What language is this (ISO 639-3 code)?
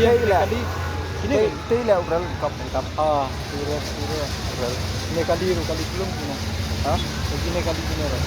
kha